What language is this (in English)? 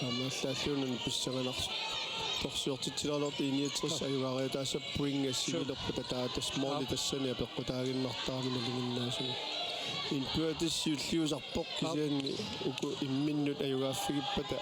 Kalaallisut